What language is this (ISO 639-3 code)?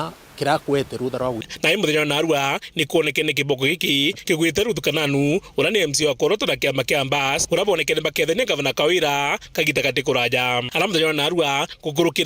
mer